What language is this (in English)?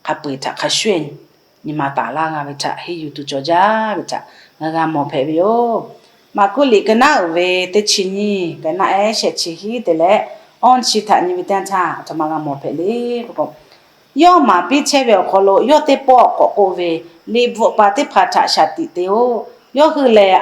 Lahu